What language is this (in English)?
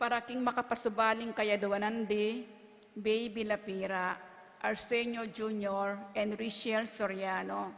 Pampanga